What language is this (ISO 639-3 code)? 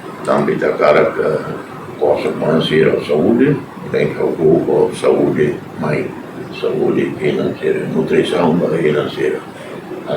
tet